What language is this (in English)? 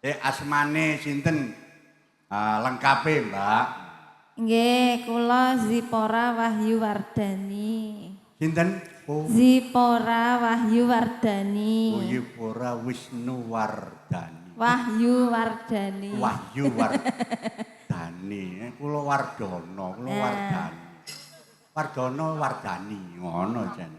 Javanese